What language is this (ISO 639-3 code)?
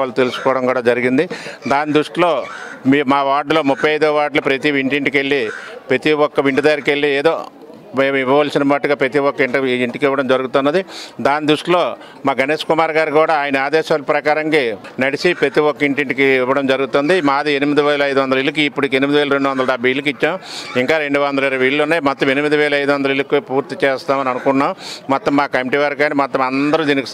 tel